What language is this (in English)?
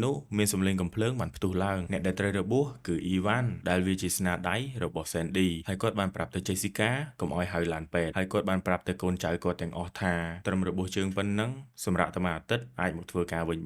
Khmer